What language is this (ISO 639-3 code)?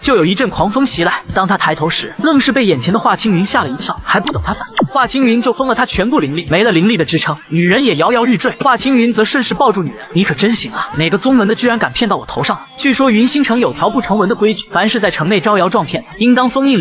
zho